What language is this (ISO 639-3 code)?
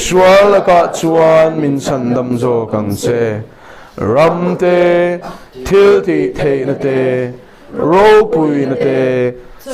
lus